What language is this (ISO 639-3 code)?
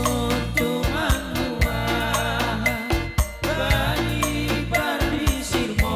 bts